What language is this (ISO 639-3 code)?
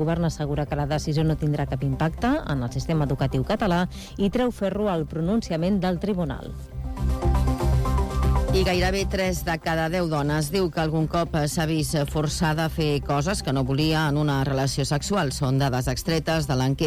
cat